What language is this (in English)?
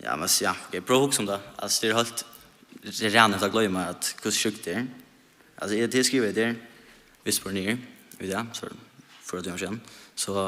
Faroese